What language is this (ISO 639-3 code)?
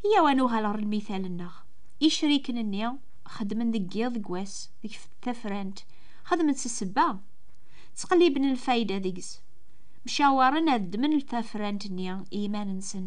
kab